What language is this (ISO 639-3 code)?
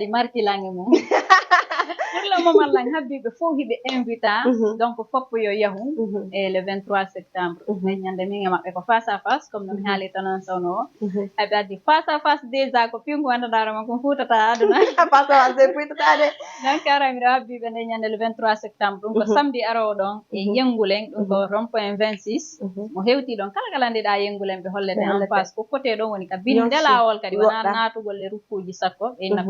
ful